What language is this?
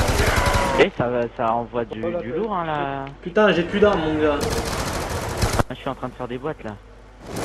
French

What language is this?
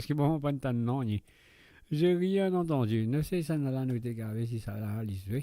Morisyen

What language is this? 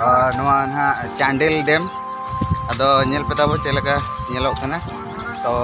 Santali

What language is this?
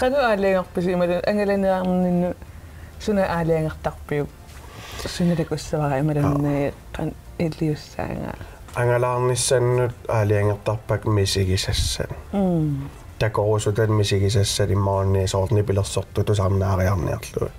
Kalaallisut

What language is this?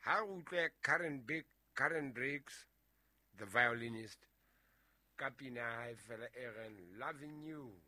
Southern Sotho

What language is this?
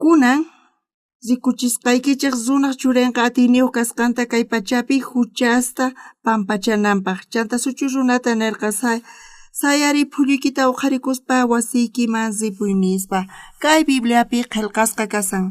South Bolivian Quechua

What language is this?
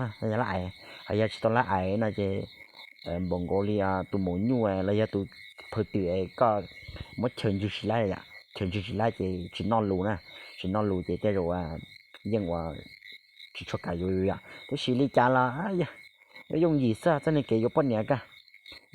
Hmong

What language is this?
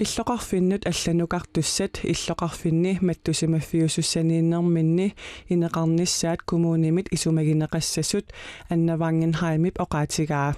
Kalaallisut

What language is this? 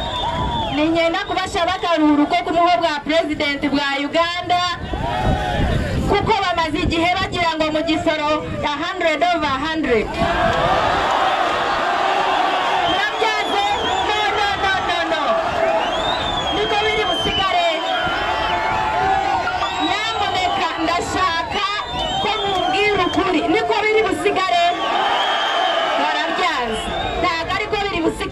Kinyarwanda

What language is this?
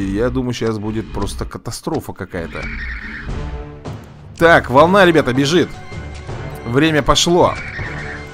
Russian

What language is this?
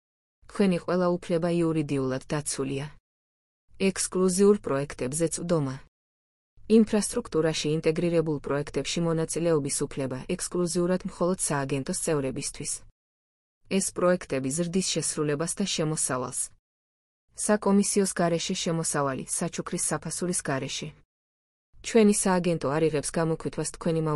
Georgian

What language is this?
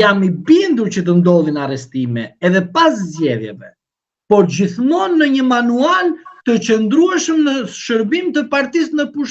Albanian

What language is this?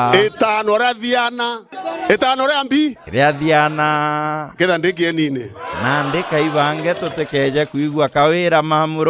Meru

